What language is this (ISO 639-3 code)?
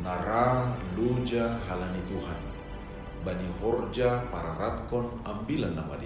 bts